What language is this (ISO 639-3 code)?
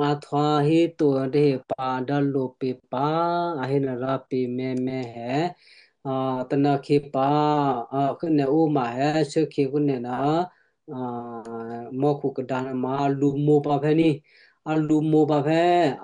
kyu